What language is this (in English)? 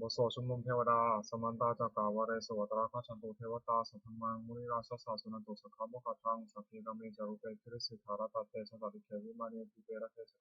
Pali